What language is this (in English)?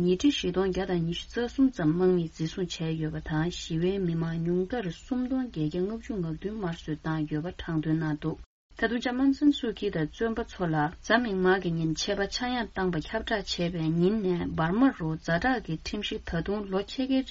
Tibetan